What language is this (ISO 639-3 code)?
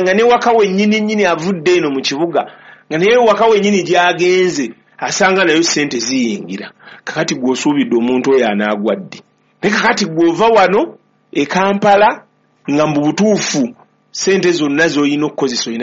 lug